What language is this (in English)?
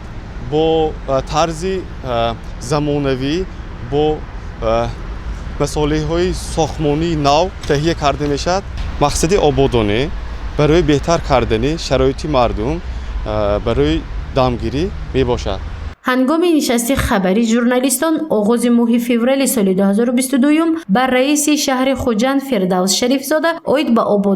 Tajik